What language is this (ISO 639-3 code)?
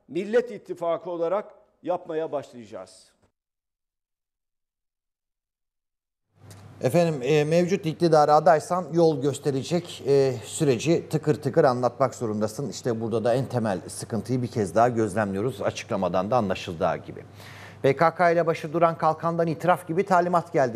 tur